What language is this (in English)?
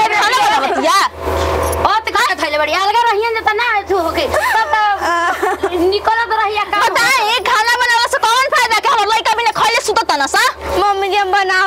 Bhojpuri